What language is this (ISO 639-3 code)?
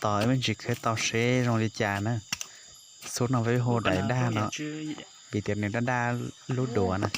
hmn